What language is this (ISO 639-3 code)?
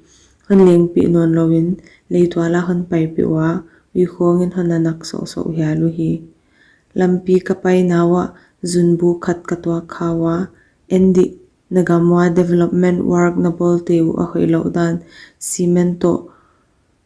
pck